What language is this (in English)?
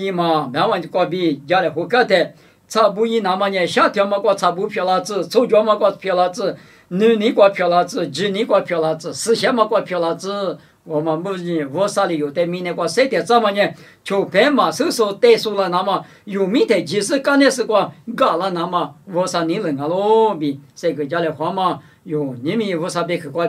Lisu